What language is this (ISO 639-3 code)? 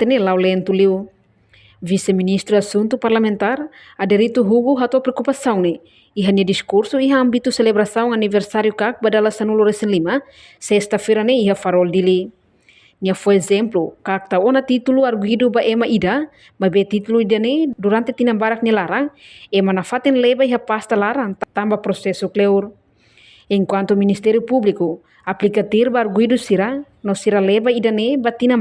tet